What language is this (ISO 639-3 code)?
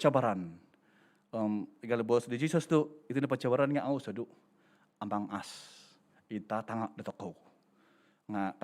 dtp